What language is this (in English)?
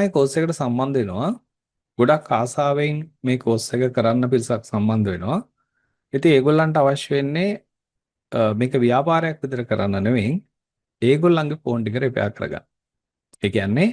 Sinhala